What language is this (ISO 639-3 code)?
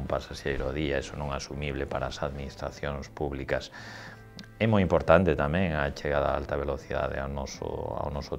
glg